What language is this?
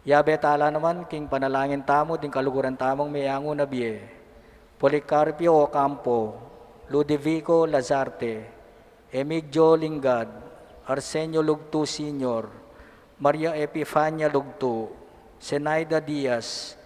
Pampanga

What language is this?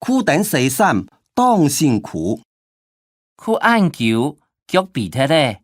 Hakka Chinese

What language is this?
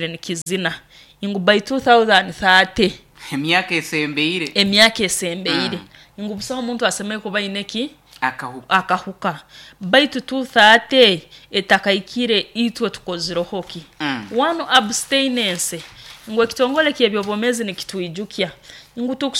Nyoro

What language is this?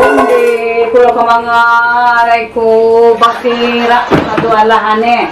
Minangkabau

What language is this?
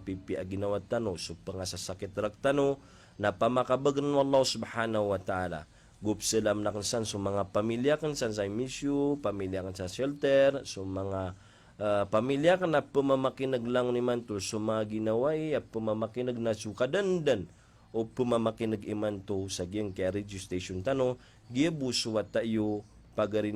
Maranao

